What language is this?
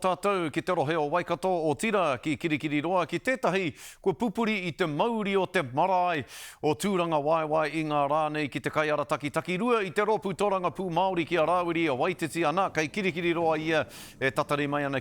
Māori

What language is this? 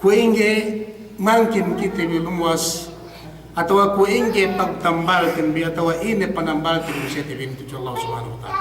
Yakan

